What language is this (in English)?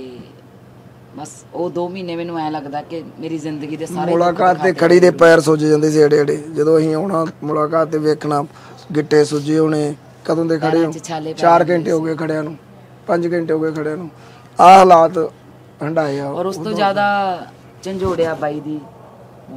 Punjabi